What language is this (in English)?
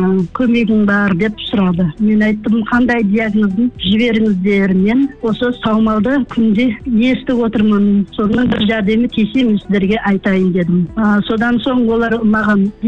Kazakh